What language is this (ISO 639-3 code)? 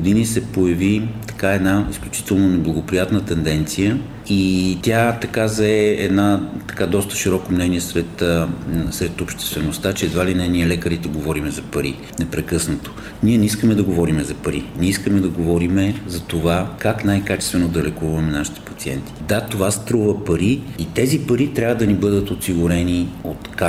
bul